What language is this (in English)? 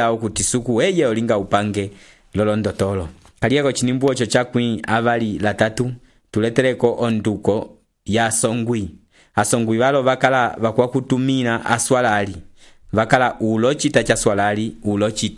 Umbundu